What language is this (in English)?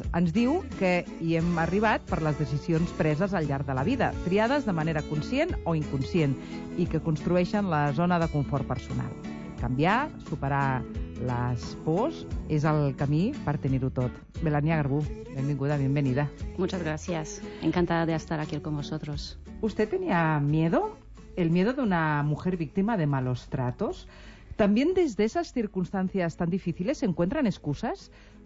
Catalan